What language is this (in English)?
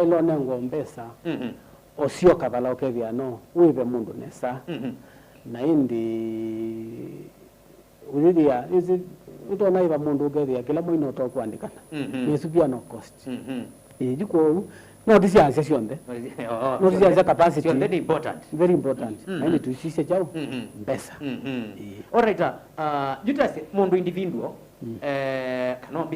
Kamba